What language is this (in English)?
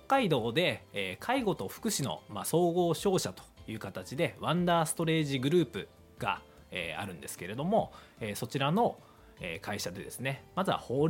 Japanese